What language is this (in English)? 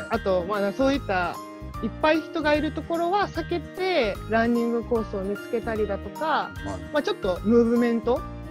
Japanese